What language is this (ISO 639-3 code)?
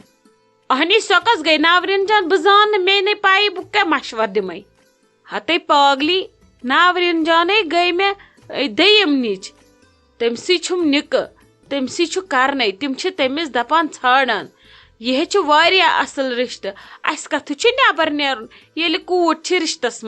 kas